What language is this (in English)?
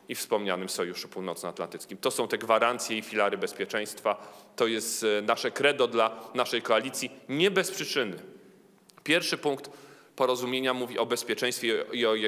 Polish